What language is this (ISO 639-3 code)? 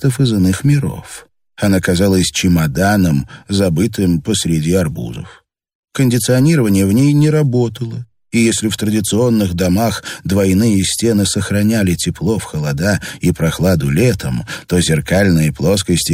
rus